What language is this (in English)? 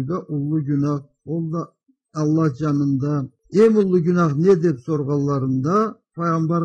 Karachay-Balkar